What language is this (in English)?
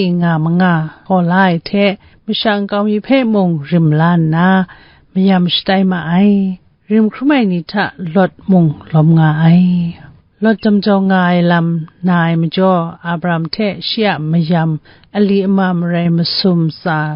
Kachin